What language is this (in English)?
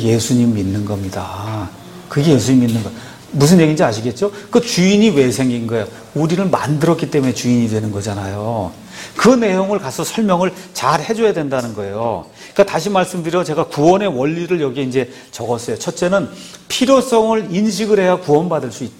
Korean